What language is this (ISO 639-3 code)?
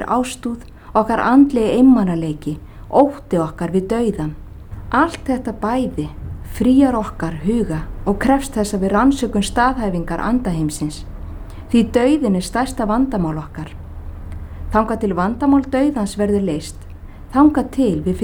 isl